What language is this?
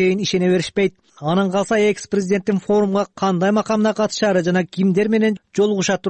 Kyrgyz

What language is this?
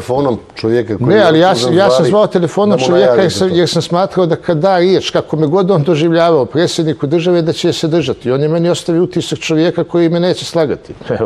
Bosnian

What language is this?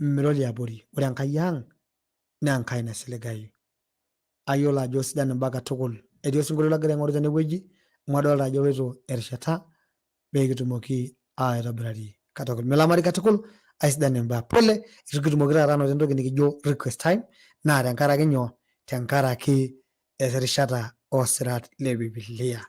Masai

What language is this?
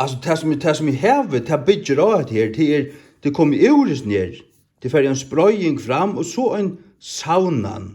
Faroese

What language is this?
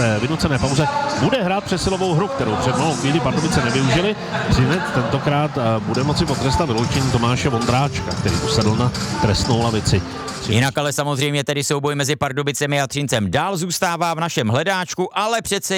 Czech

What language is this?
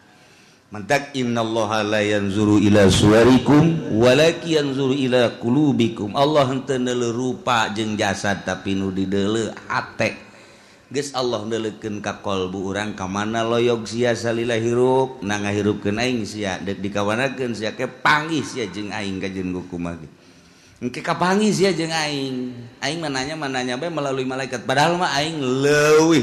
Sundanese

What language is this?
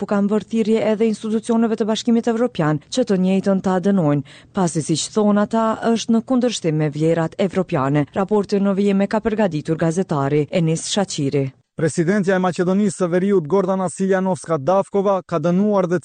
Albanian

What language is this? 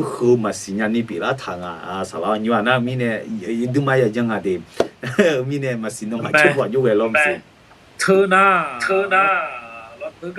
Akha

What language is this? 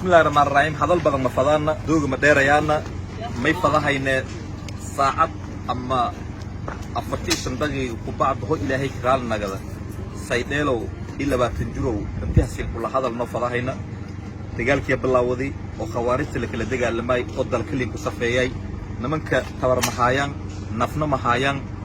Somali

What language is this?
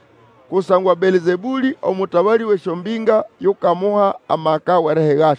Nande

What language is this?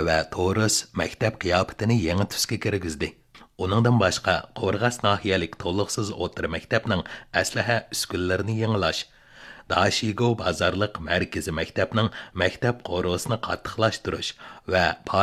Uyghur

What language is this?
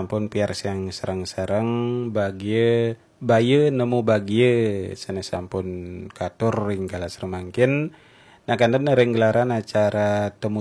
Balinese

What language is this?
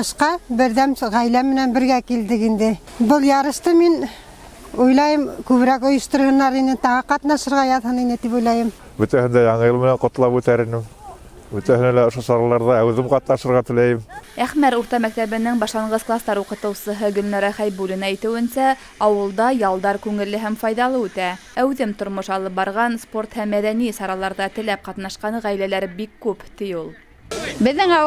Bashkir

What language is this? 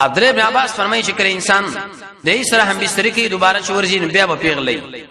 Pashto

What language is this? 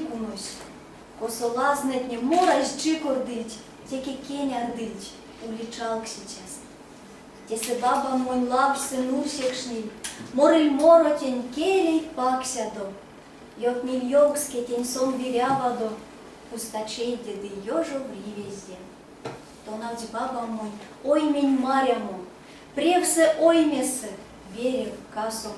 Erzya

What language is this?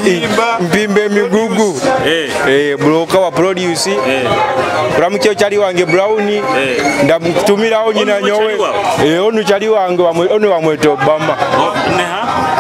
Nyoro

